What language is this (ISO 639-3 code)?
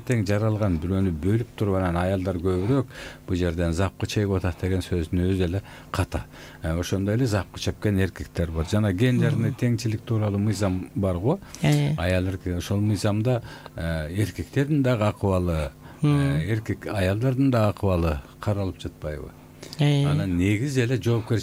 kir